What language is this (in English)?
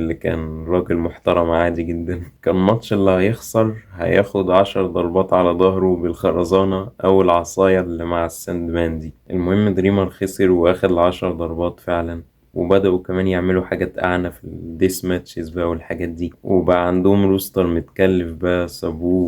Egyptian Arabic